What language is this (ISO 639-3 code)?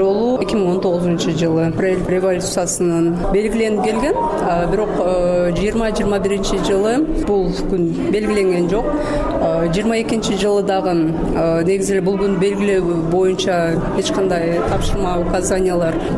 kir